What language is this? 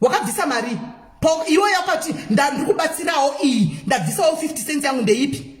Shona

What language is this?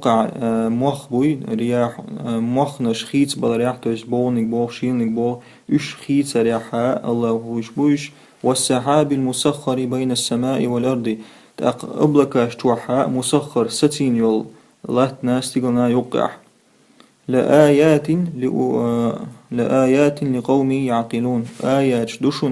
Chechen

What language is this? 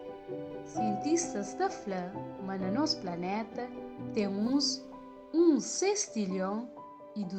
Kabuverdianu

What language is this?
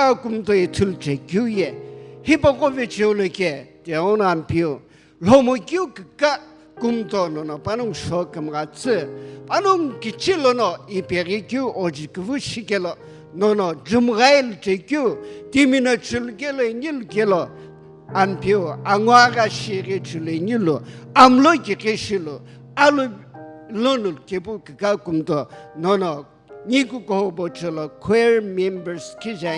Sumi Naga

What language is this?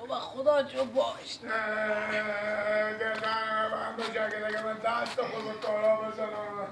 Persian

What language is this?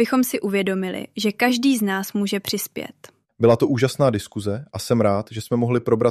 Czech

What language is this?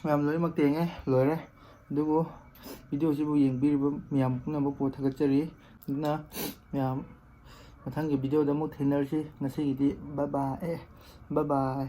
Manipuri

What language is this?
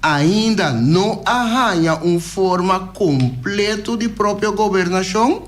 Papiamento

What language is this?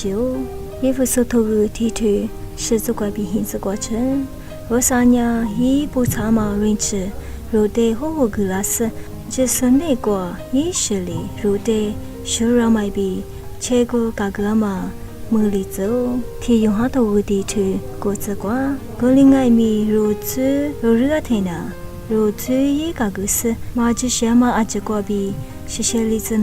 Lisu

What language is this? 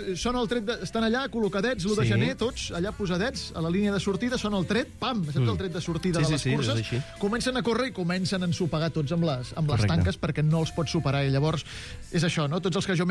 Catalan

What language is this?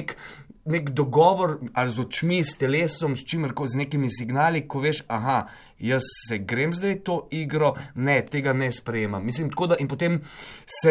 Slovenian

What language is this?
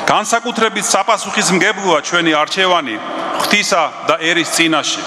Georgian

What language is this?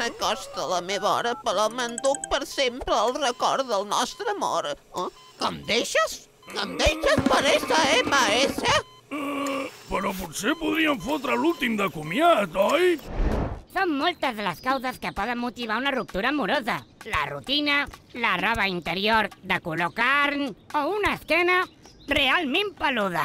Catalan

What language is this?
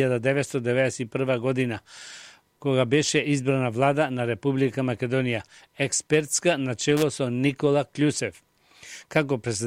Macedonian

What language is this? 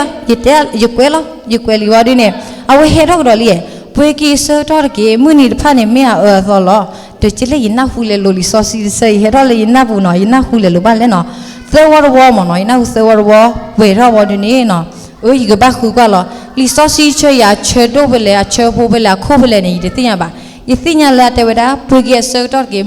S'gaw Karen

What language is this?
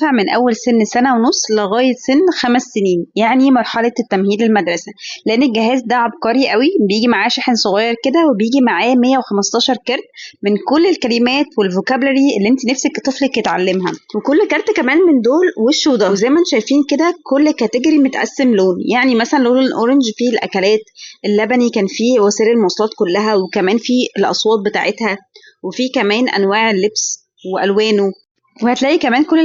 Egyptian Arabic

